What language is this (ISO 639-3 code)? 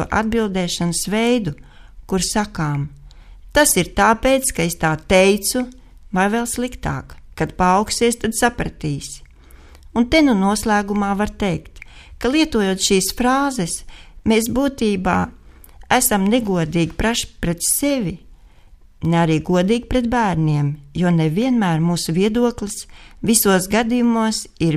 lav